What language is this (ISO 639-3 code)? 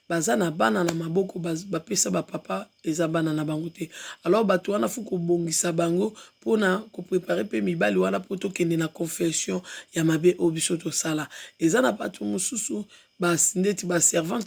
lin